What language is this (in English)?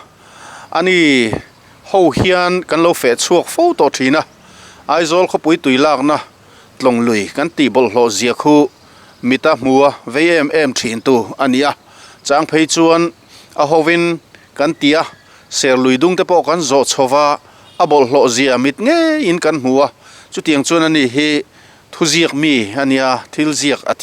Mizo